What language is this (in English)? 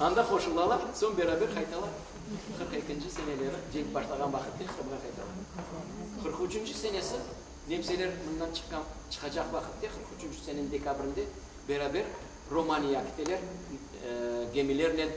Crimean Tatar